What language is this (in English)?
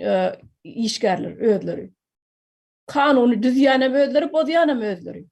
Turkmen